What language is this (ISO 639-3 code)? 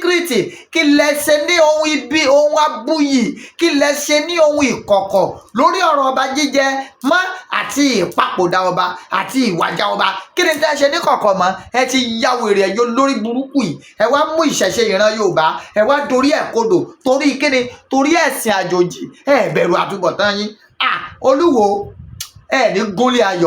yor